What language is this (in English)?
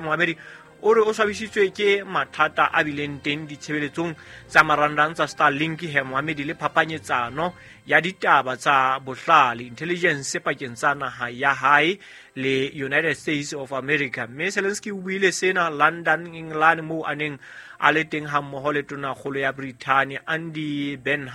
Southern Sotho